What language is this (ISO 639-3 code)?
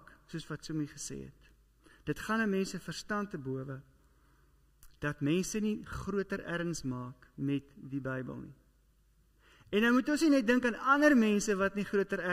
afr